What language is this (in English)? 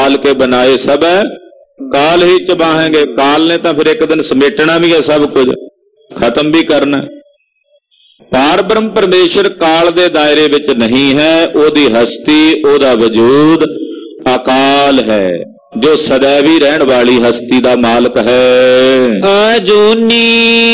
Punjabi